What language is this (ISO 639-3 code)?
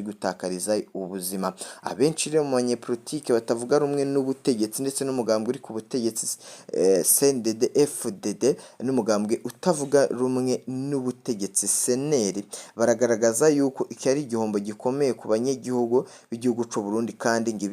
run